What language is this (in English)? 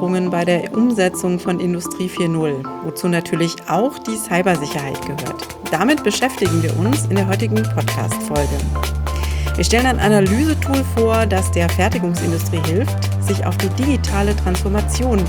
German